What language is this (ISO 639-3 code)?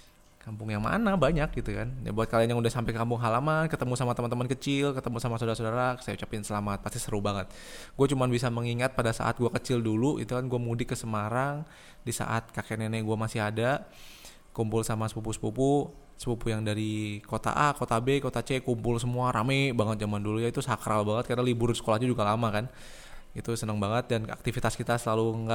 ind